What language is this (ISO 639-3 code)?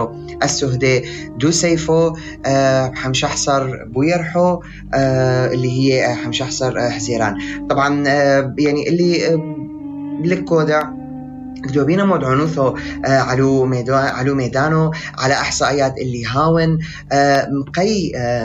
apc